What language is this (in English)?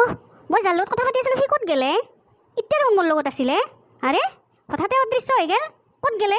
Assamese